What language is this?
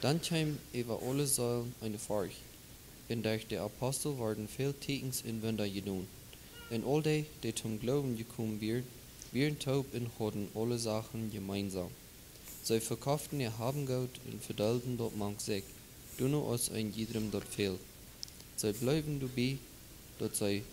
Plautdietsch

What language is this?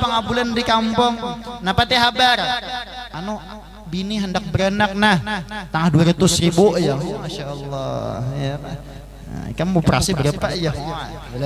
Banjar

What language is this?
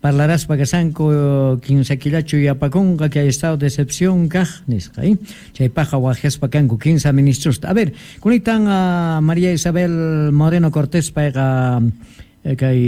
South Bolivian Quechua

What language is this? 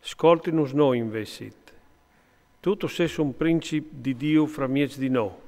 Friulian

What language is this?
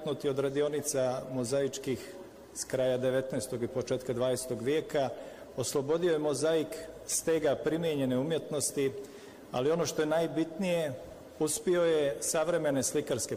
Bosnian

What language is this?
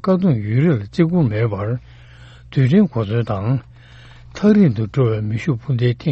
Tibetan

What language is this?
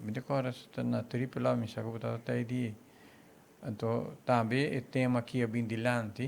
Papiamento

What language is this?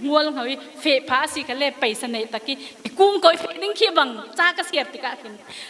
Falam Chin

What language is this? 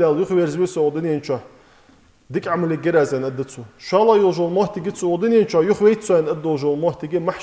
Ingush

